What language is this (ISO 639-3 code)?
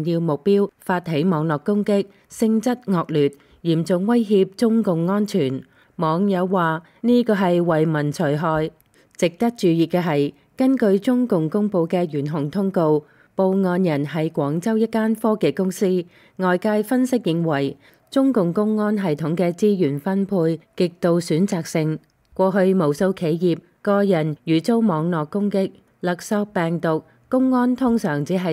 yue